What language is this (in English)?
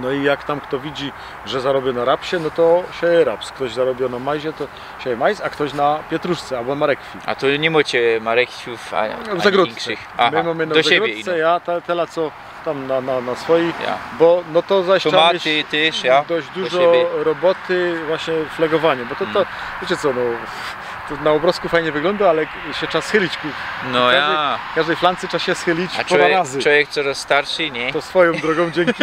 Silesian